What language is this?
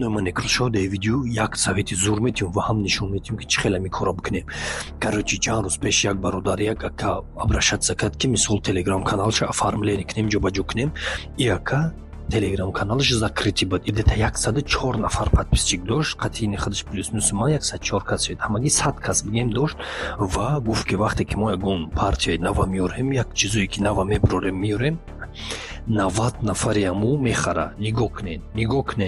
Tajik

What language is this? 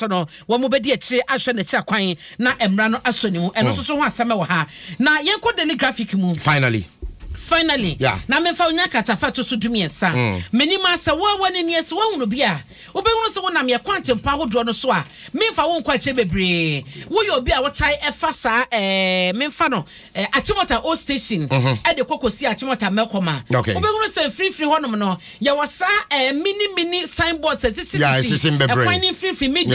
Akan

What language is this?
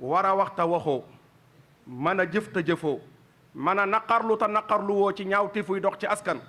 Wolof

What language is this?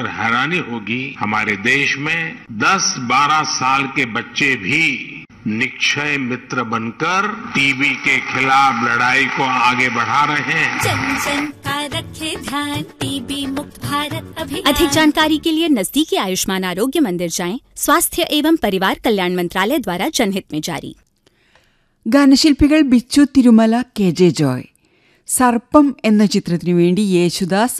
Hindi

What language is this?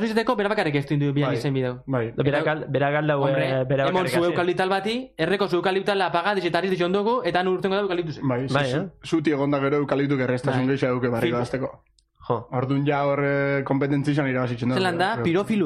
Basque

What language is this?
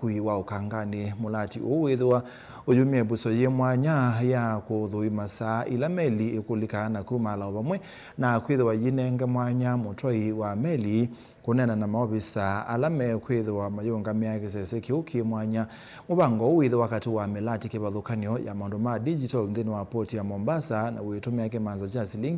Kamba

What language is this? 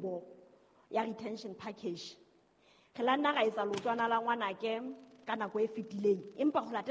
Southern Sotho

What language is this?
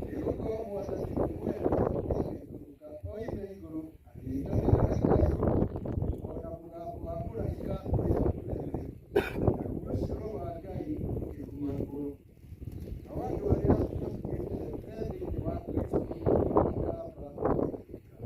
Kikuyu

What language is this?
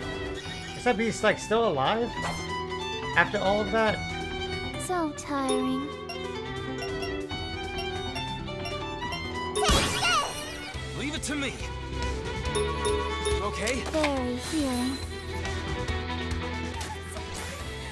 English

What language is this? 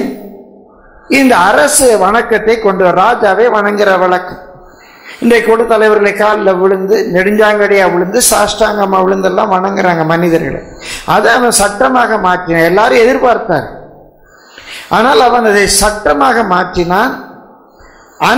Tamil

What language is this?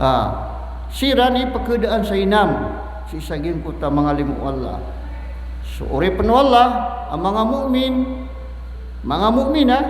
Maranao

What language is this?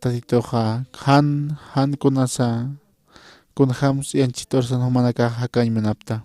Aymara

